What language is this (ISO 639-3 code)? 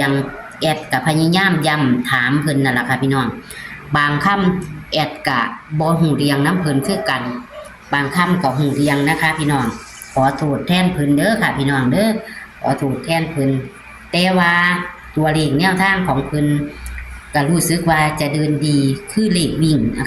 tts